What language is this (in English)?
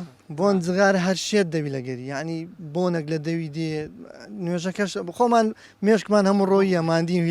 Central Kurdish